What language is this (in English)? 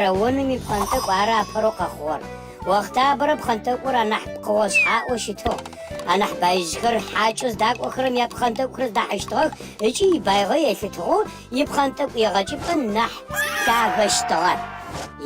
Adyghe